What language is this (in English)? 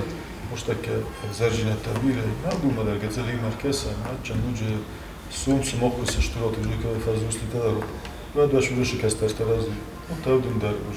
Ossetic